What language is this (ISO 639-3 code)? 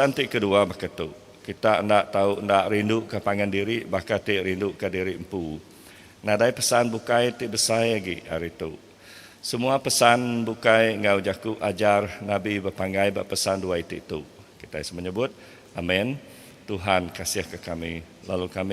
iba